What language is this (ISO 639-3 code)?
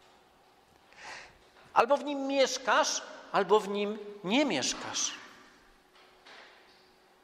pol